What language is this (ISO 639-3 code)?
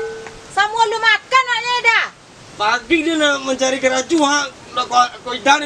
min